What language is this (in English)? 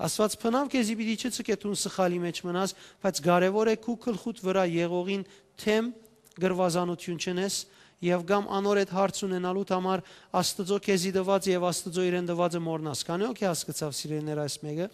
Western Armenian